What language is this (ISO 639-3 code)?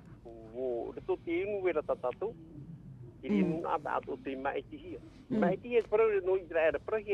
tah